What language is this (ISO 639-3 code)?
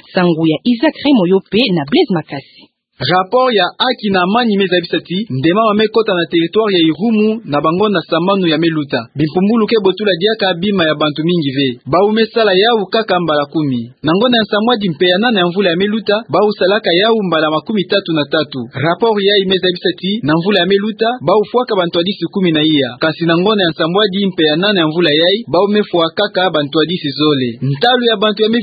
ktu